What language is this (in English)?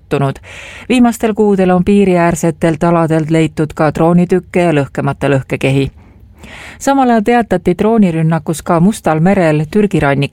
Estonian